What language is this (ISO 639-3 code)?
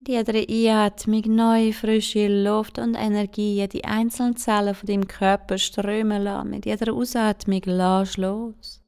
gsw